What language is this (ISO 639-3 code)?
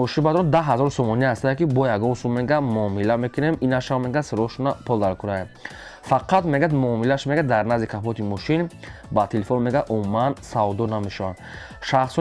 tgk